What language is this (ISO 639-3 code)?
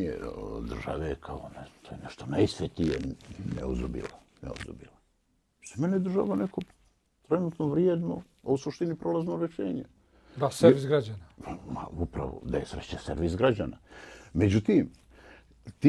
bos